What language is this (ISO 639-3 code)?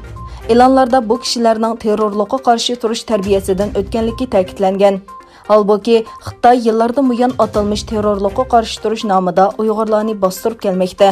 uig